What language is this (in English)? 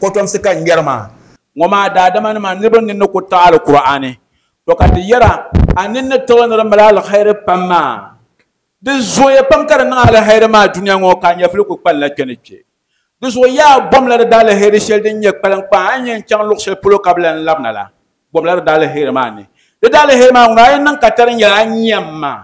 Dagbani